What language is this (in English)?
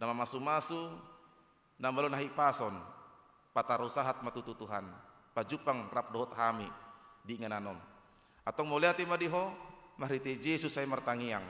Batak Toba